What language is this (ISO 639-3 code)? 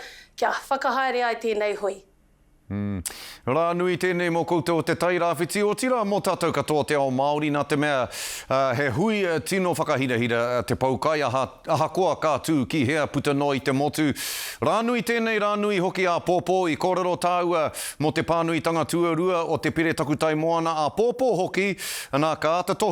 mri